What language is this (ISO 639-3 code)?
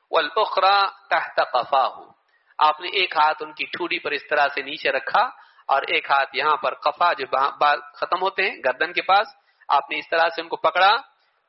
urd